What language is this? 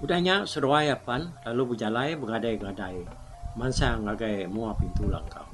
Iban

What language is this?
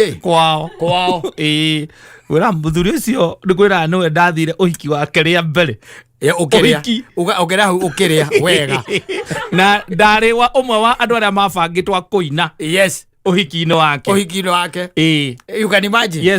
Kikuyu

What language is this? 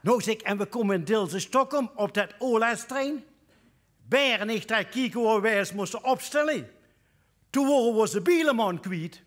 Limburgish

